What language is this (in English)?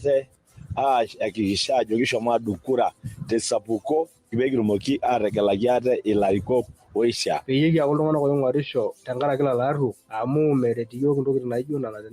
Masai